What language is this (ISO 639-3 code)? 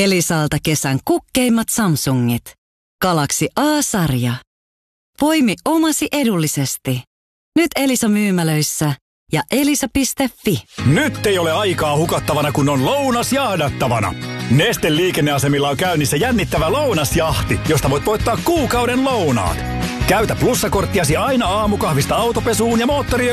fin